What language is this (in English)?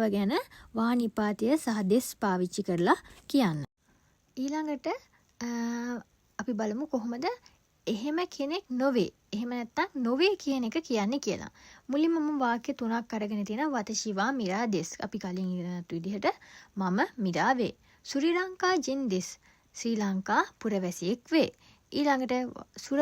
Sinhala